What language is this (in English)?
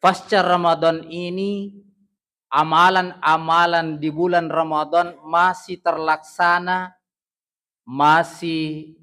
Buginese